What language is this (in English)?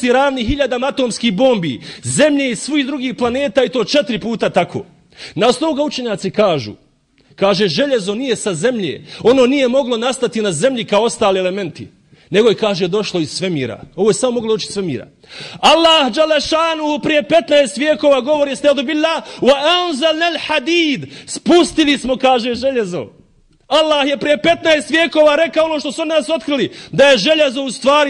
Bosnian